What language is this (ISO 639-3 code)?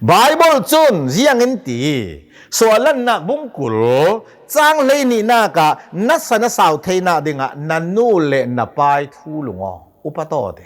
cnh